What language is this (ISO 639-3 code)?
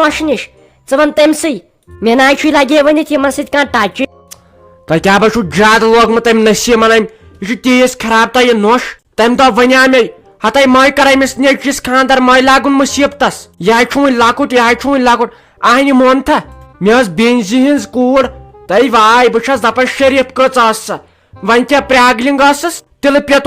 kas